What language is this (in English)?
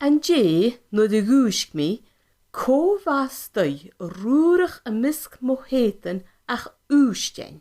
Scottish Gaelic